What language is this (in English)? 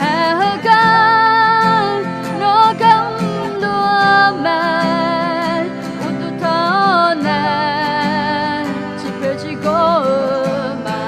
Akha